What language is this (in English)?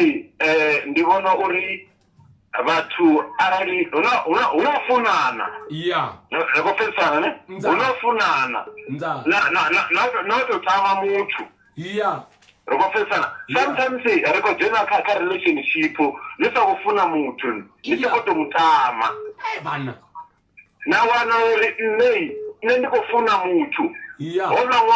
Venda